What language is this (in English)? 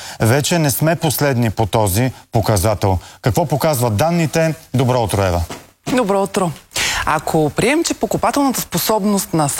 Bulgarian